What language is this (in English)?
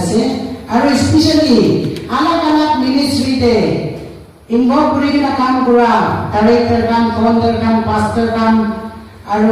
Naga Pidgin